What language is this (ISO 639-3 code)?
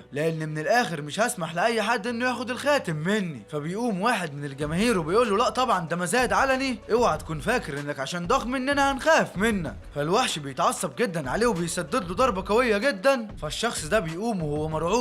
arz